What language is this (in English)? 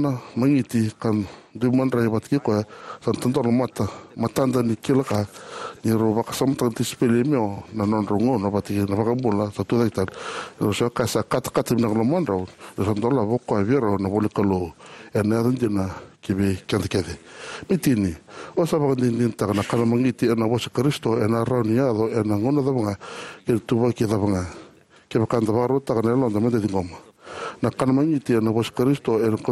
Fijian